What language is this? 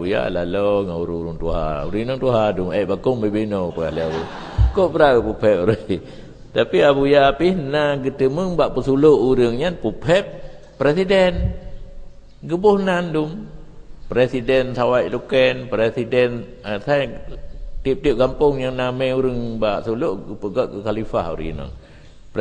Achinese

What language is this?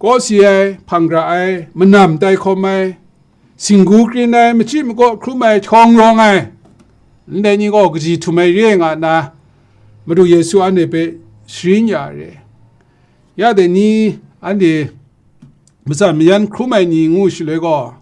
Kachin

